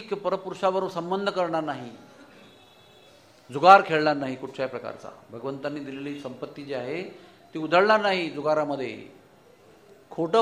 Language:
Marathi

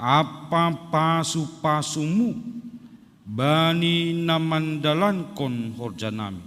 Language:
Batak Simalungun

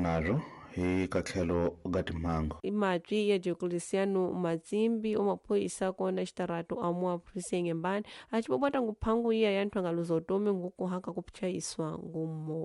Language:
Tsonga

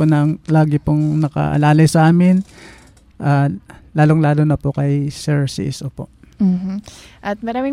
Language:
Filipino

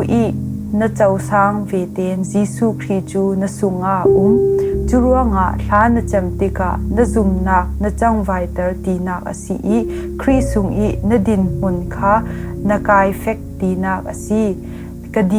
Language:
Falam Chin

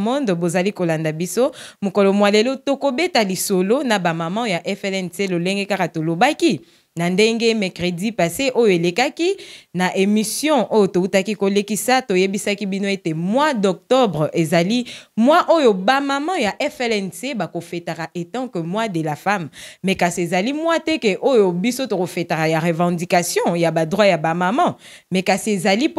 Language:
Lingala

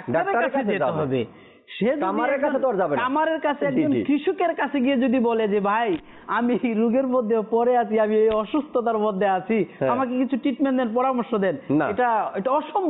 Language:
Bangla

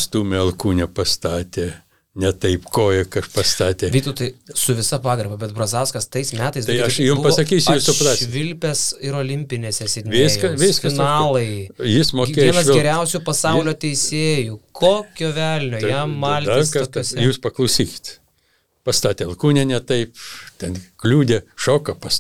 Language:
Lithuanian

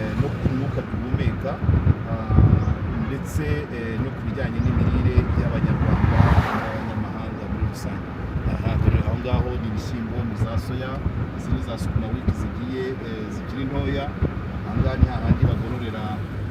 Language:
Kinyarwanda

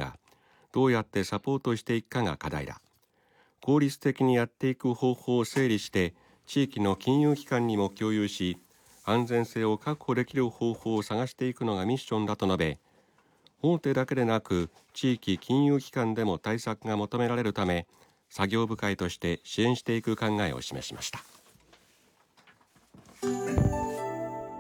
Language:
Japanese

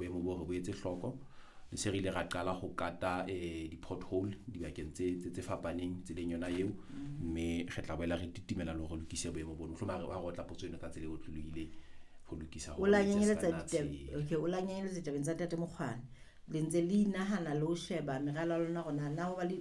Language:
Southern Sotho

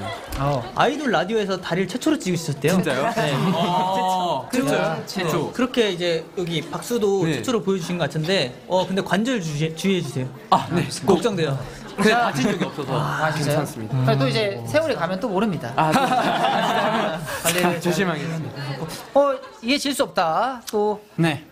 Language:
Korean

